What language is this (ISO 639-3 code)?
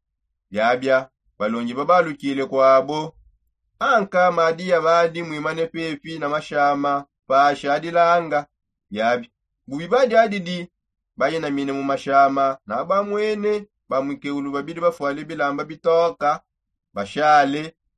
sop